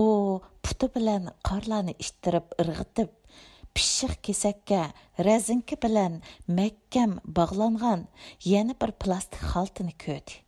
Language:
Uyghur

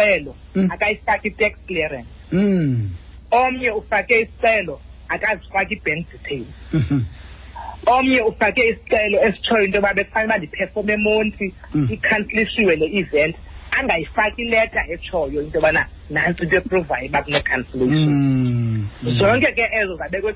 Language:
Xhosa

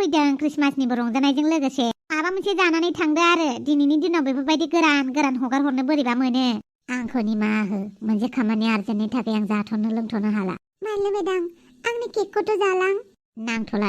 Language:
Bodo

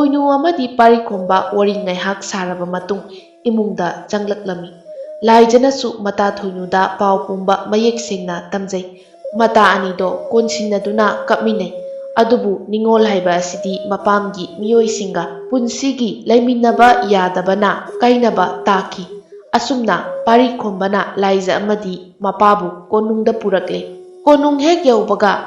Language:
Manipuri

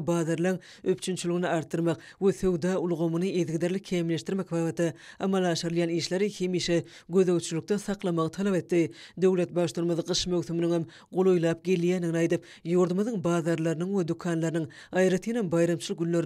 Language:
Turkmen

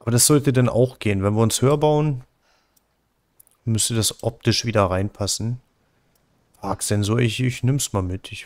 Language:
German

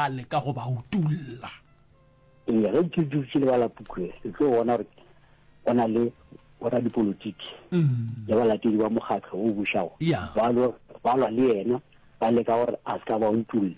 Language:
Northern Sotho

